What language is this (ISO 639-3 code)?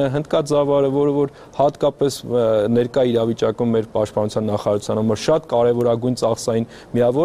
hye